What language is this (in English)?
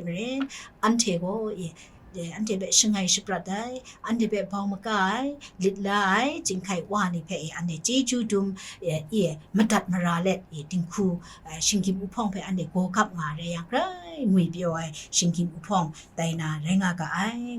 Kachin